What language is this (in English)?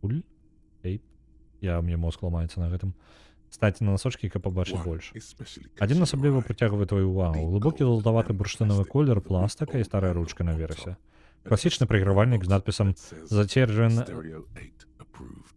Belarusian